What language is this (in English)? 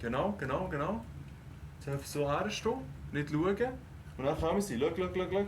Swiss German